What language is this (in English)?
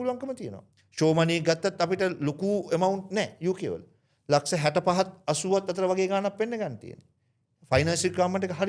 Sinhala